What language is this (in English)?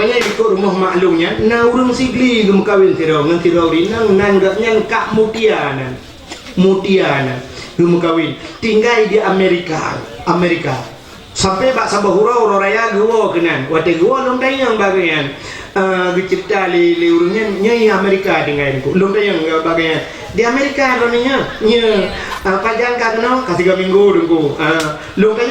Achinese